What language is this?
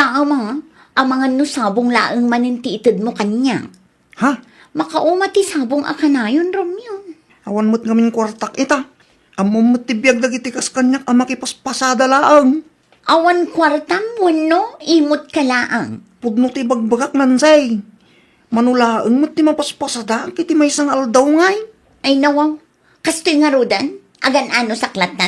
Iloko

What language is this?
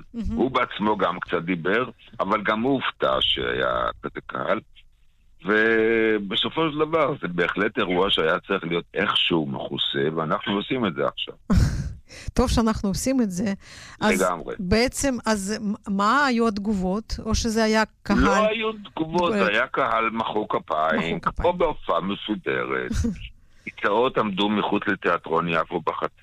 Hebrew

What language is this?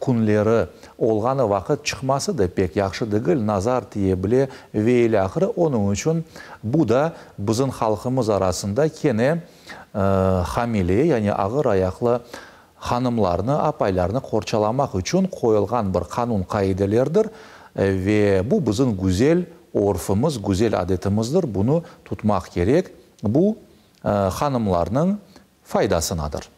Crimean Tatar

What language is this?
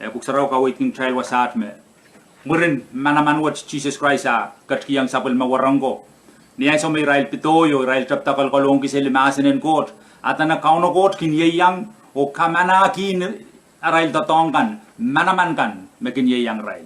Pohnpeian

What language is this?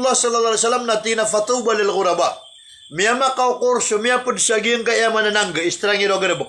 Maranao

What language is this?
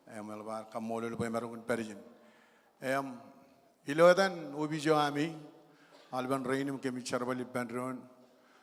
Marshallese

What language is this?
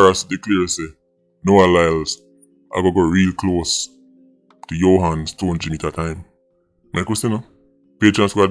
Jamaican Creole English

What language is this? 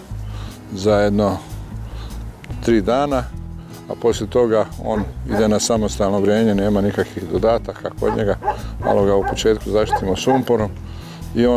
Croatian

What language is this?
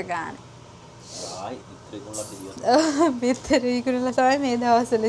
Sinhala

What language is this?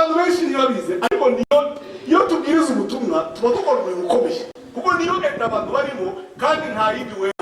Kinyarwanda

